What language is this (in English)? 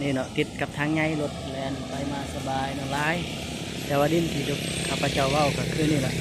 Lao